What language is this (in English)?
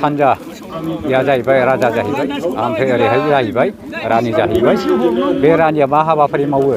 Bodo